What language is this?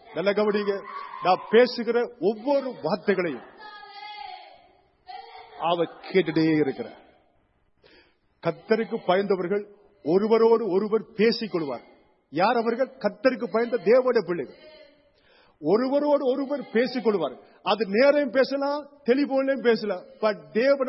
Tamil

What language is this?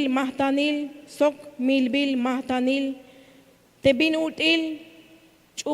Tzeltal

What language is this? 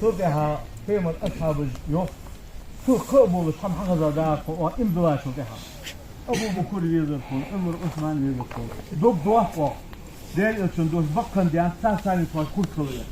Ingush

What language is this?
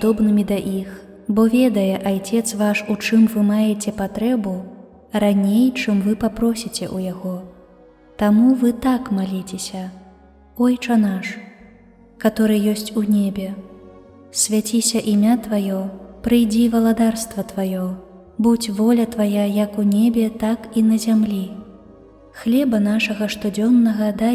Belarusian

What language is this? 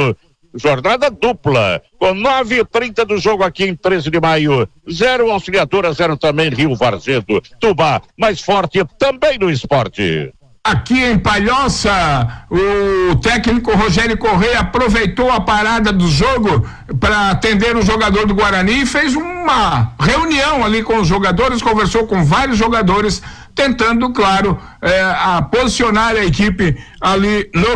Portuguese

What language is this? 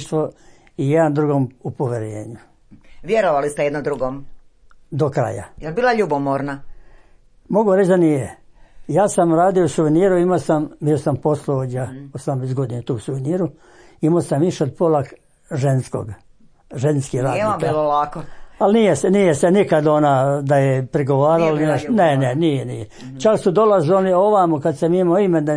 Croatian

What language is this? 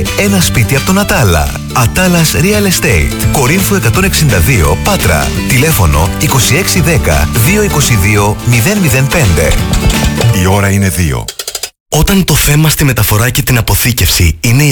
Greek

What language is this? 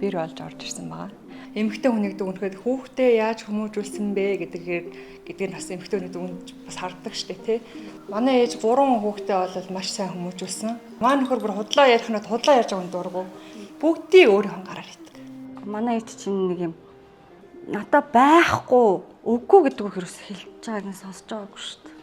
Mongolian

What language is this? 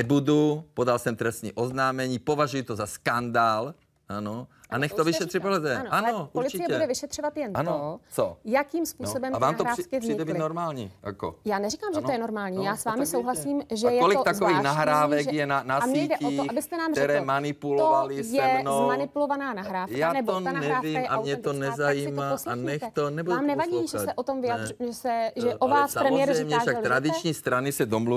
Czech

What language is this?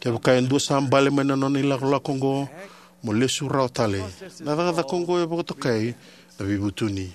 Fijian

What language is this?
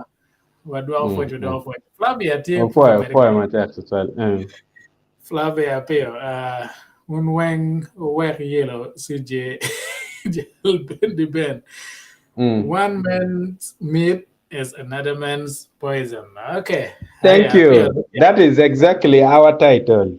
Acoli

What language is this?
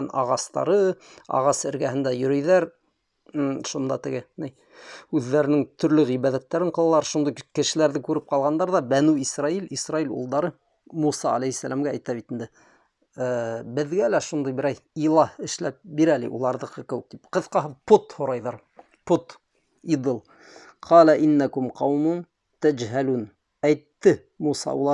Bashkir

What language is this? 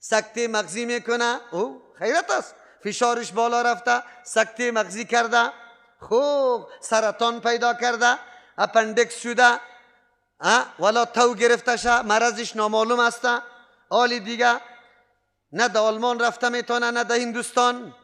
Persian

